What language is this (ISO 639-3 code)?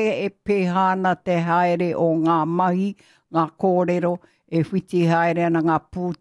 mri